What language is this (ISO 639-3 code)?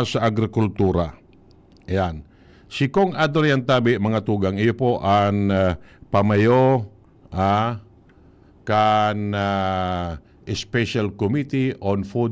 bik